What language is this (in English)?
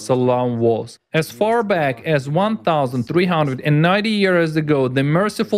Nyanja